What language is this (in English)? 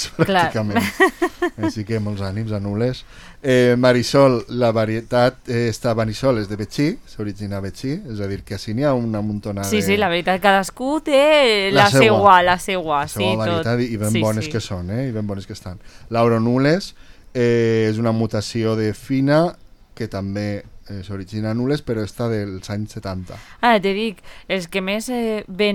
Catalan